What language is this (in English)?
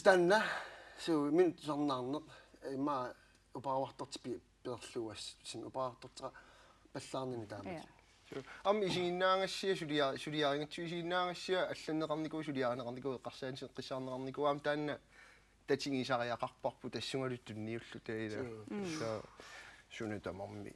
Kalaallisut